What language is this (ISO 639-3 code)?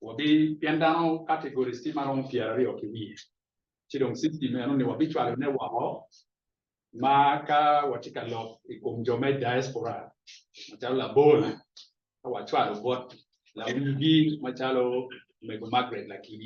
ach